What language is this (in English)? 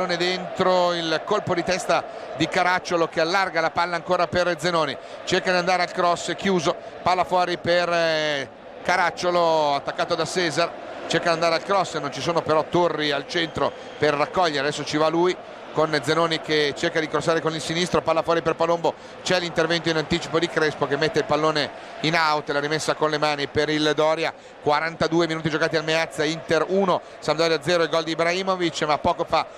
Italian